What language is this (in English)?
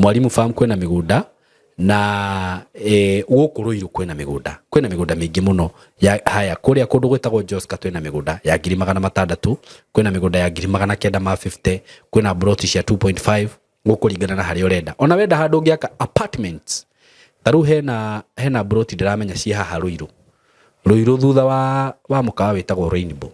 Kikuyu